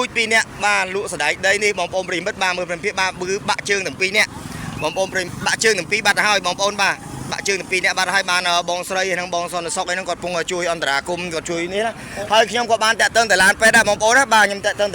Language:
Khmer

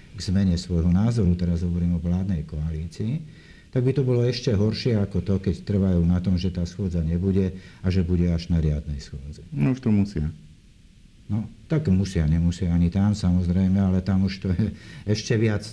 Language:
Slovak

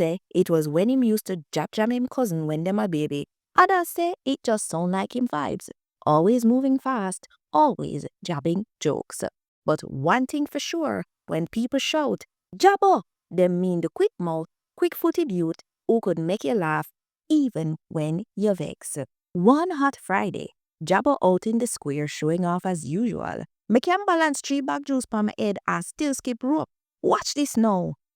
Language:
Jamaican Creole English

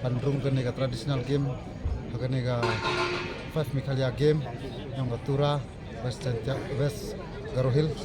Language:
Khasi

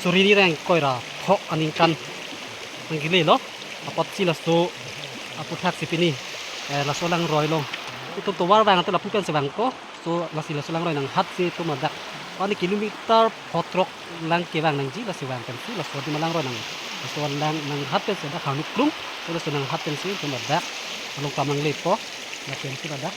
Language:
Karbi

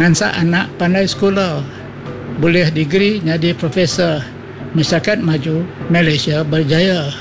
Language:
Iban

